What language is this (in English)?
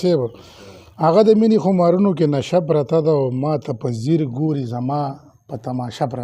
Pashto